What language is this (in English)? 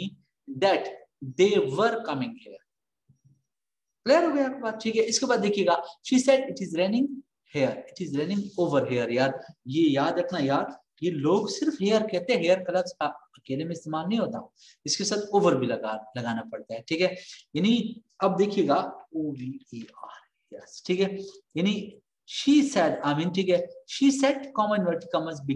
Hindi